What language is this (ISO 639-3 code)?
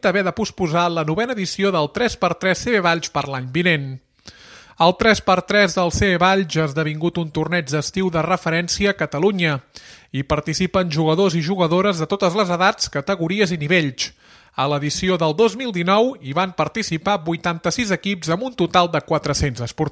cat